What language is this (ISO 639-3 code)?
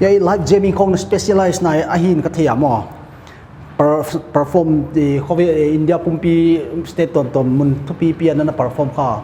pck